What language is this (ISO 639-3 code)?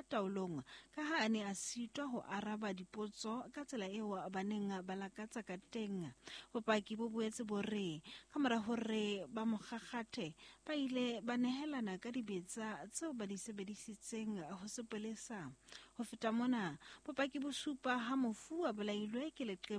sot